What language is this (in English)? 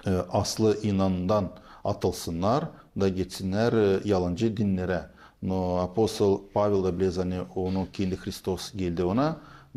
Gagauz